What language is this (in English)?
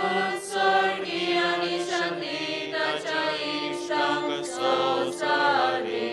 Konkani